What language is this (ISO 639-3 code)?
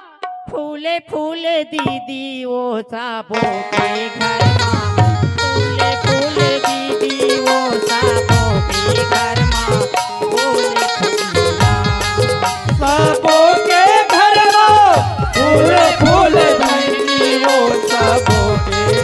hne